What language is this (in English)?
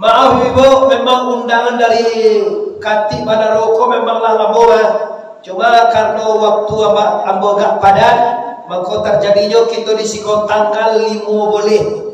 Minangkabau